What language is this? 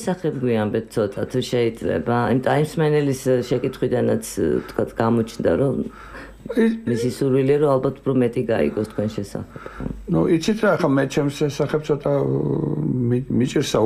Georgian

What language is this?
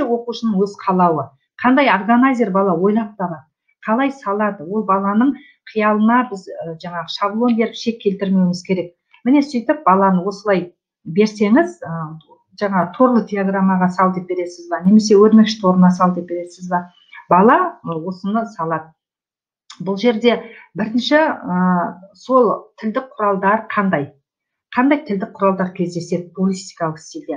Kazakh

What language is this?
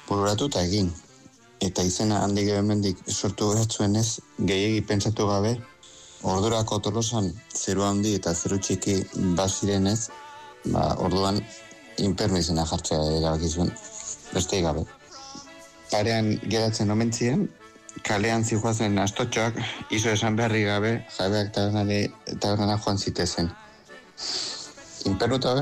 Basque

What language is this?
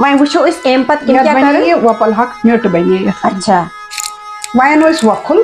Kashmiri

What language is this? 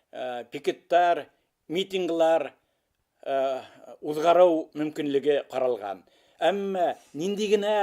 Bashkir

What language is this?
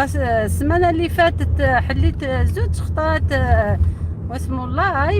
Algerian Arabic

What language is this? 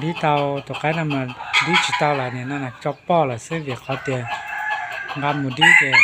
Hmong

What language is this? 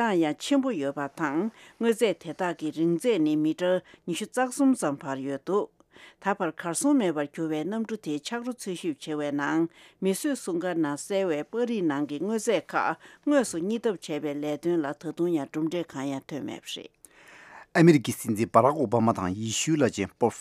Tibetan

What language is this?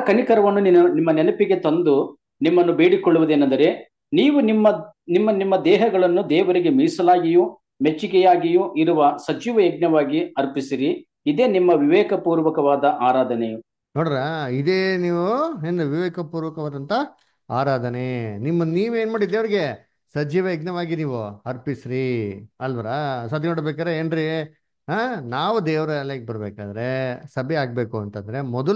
Kannada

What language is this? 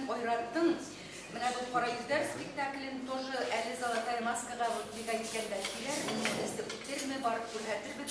Bashkir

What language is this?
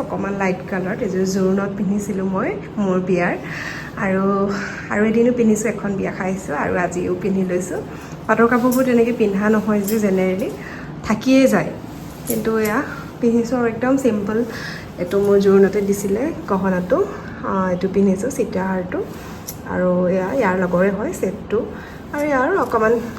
Assamese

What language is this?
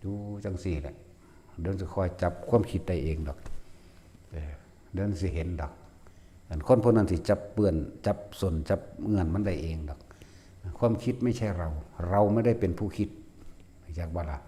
Northeastern Thai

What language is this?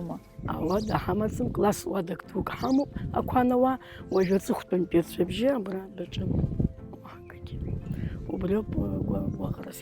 Abkhazian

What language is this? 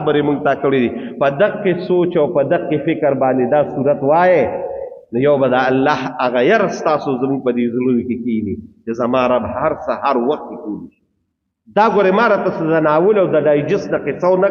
Pashto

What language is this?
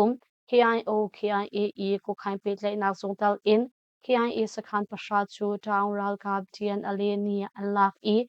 Hakha Chin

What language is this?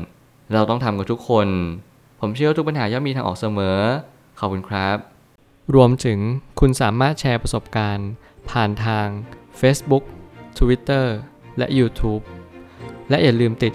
Thai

